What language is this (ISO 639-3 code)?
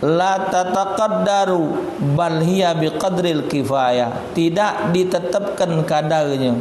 mui